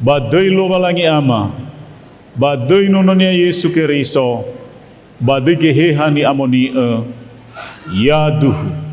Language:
Nias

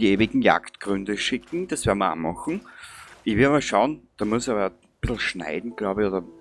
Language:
Bavarian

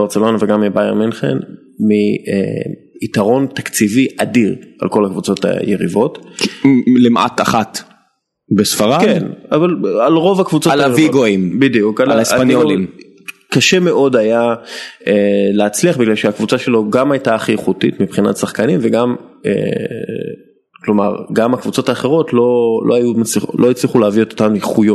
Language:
Hebrew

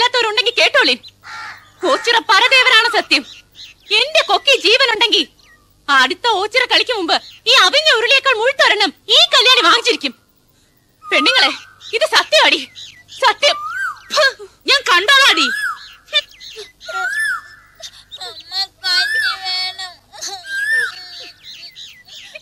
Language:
Malayalam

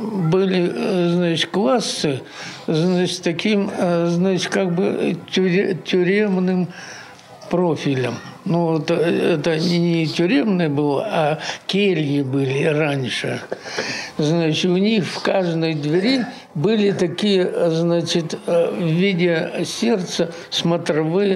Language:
Russian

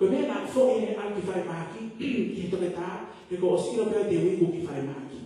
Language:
Tongan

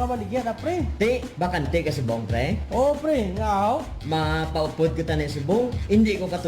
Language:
Hiligaynon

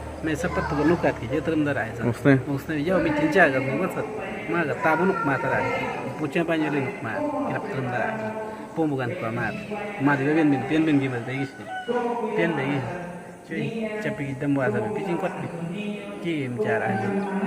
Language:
Awa-Cuaiquer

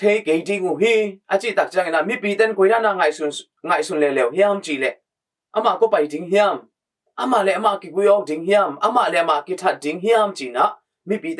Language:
Tedim Chin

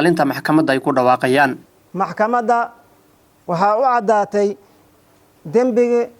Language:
Somali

